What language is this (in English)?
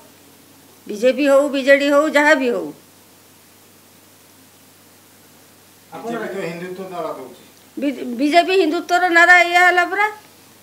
Odia